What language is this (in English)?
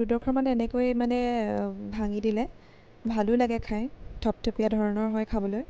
Assamese